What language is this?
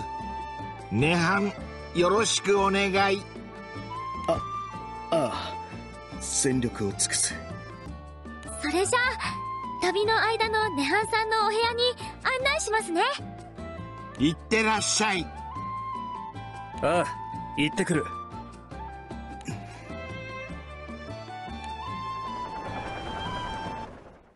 Japanese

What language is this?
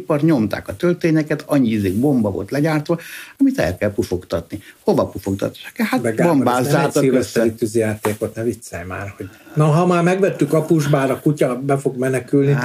Hungarian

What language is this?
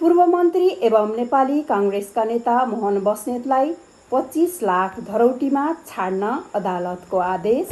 Nepali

